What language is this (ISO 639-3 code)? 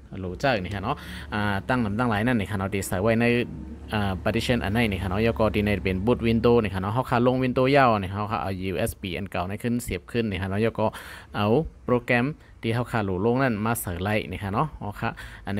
shn